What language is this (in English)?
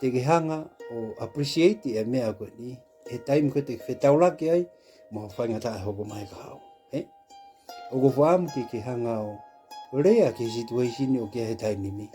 Tongan